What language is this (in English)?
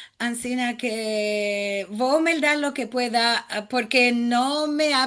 Ladino